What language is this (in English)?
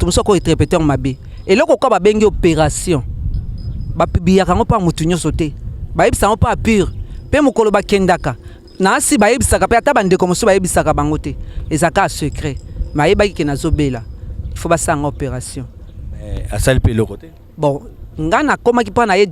Lingala